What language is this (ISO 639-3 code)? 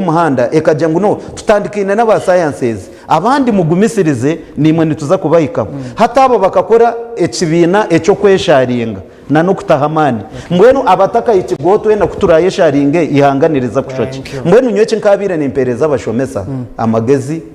nyn